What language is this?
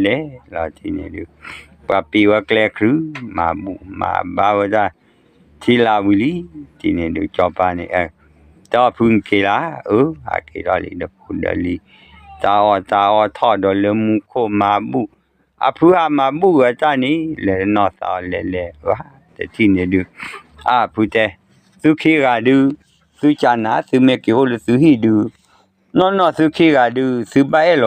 S'gaw Karen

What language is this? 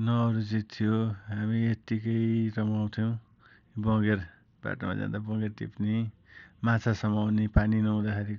Nepali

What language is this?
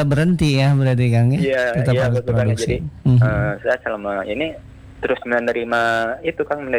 Indonesian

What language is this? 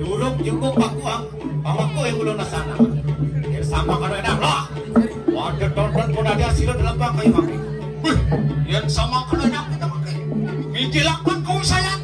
Balinese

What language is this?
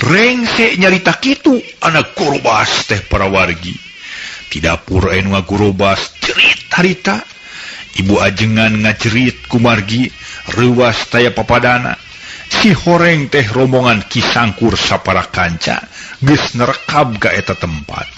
Sundanese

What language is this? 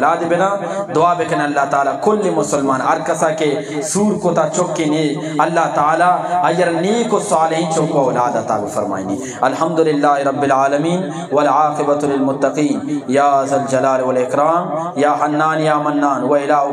Eastern Balochi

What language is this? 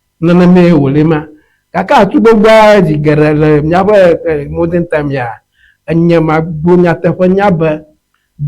Ewe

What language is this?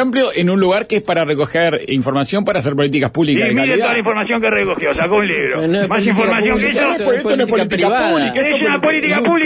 Spanish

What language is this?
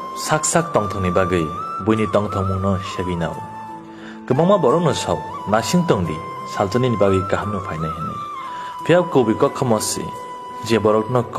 Kok Borok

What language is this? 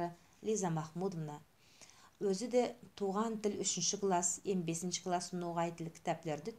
Nogai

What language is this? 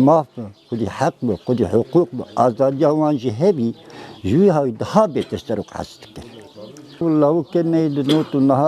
Kurdish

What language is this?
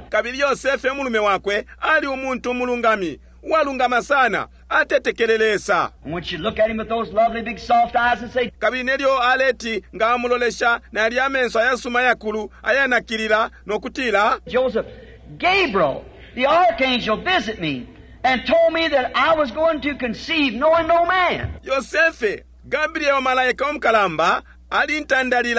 Bemba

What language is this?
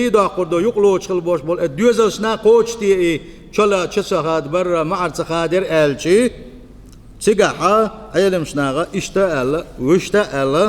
Chechen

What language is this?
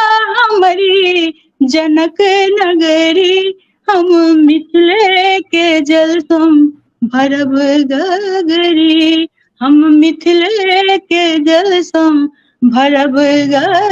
Maithili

